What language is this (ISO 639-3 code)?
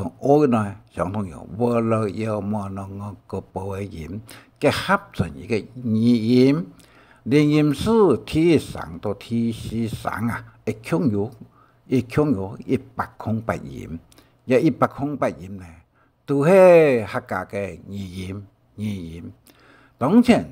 hak